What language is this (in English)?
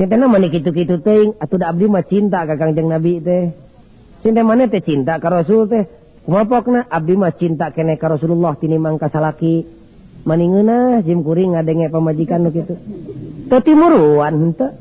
Sundanese